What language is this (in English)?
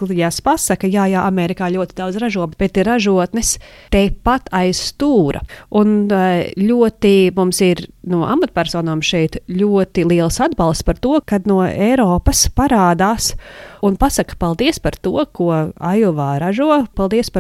Latvian